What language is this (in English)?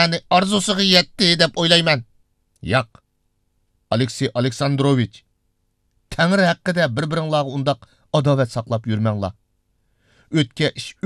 Uyghur